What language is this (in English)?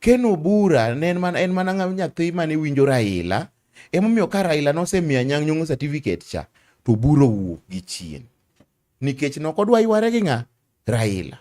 Luo (Kenya and Tanzania)